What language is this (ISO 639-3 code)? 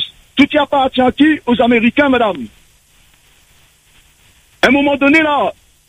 fra